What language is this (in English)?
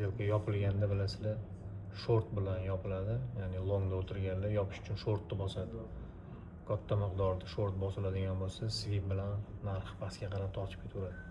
Uzbek